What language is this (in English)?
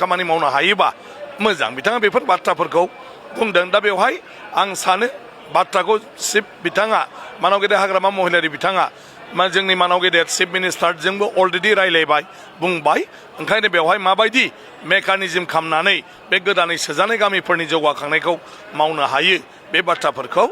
Bodo